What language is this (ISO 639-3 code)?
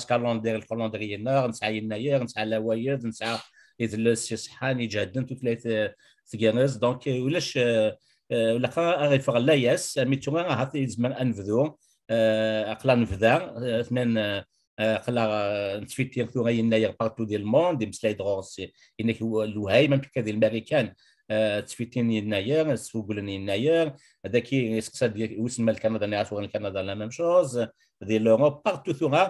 kab